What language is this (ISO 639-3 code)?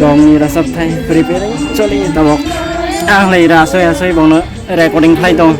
trp